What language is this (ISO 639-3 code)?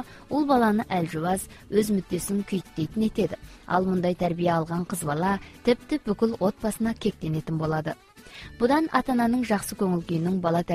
kaz